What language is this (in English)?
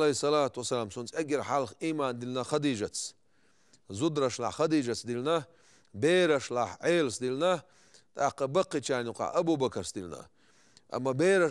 Chechen